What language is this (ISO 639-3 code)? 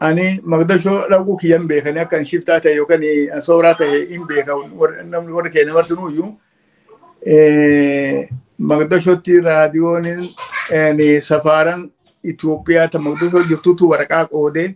orm